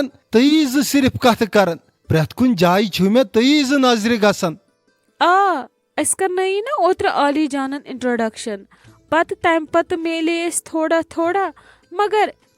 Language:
Kashmiri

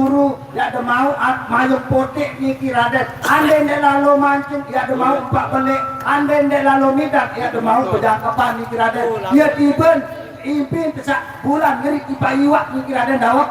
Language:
Sasak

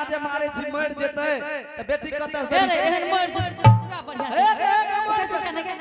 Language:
Angika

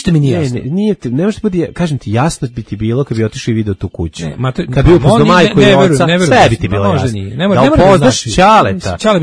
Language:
Serbian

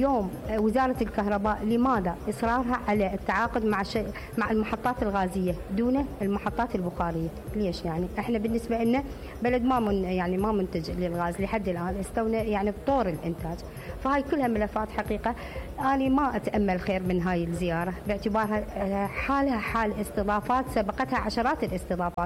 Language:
Mesopotamian Arabic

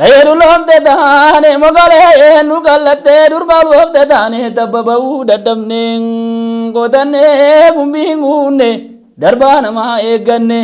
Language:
Oromo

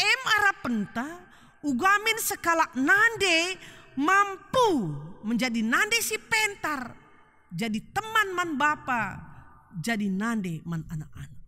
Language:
Batak Karo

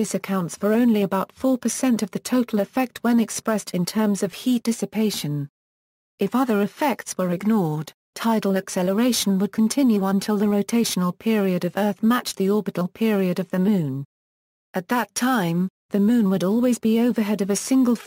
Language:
English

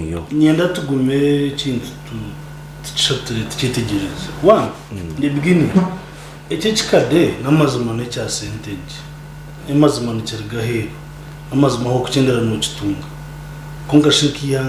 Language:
Nyankole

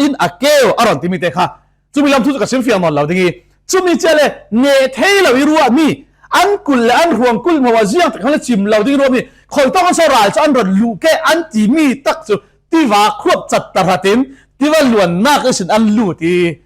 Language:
Falam Chin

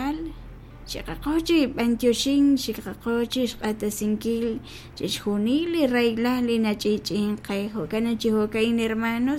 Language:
Kekchí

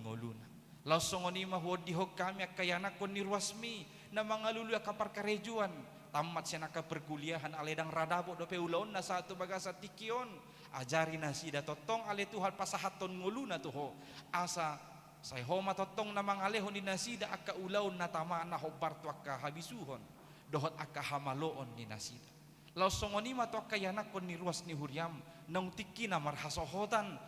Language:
Batak Toba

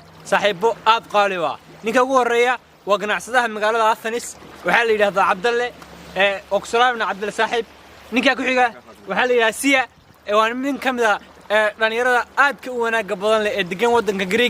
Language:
Somali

